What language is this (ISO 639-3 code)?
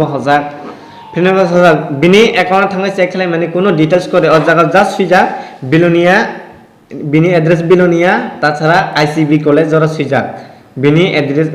trp